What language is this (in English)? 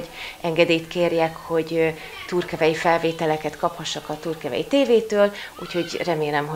Hungarian